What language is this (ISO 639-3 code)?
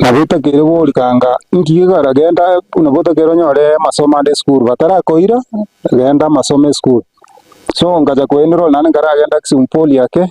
guz